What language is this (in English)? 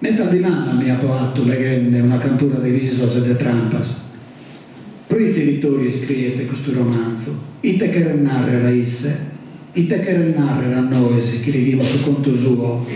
Sardinian